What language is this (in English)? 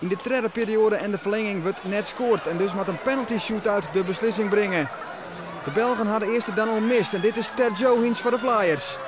Western Frisian